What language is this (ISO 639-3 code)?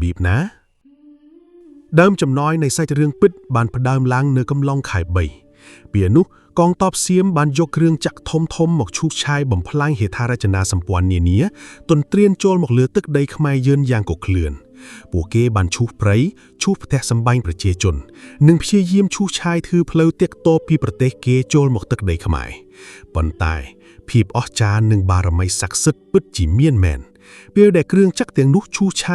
khm